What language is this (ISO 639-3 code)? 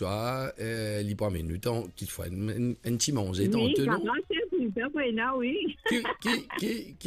mfe